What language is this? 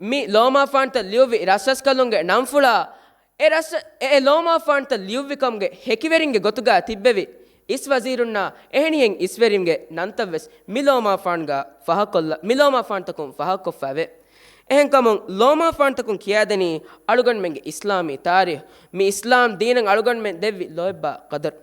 Divehi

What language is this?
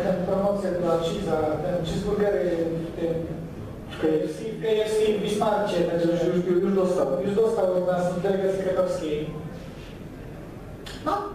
Polish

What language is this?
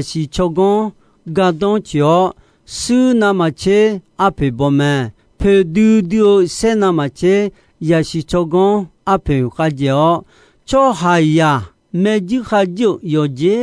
Akha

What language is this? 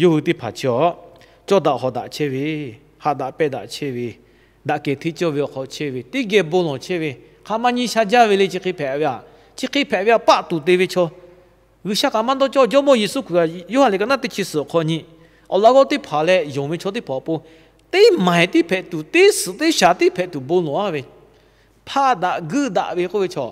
Lahu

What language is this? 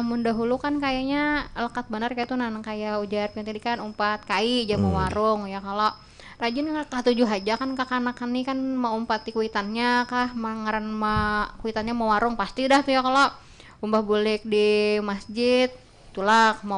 Banjar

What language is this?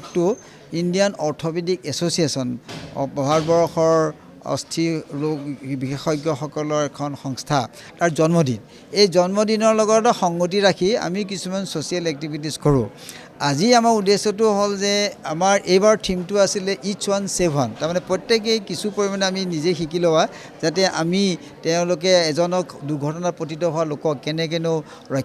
Assamese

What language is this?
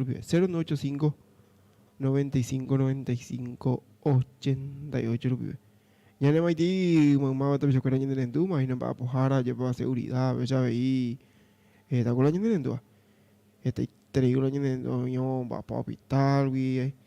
Guarani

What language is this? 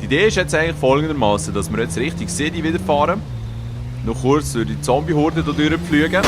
Swiss German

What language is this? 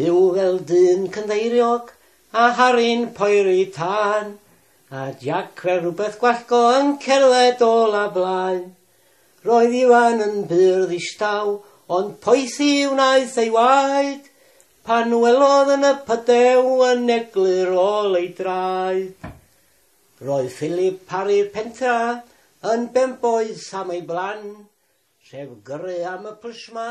Welsh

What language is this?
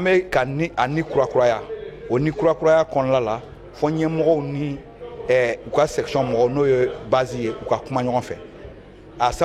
Bambara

